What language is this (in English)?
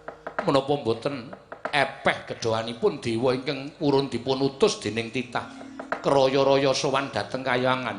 Javanese